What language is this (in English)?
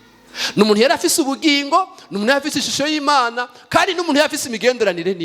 Rundi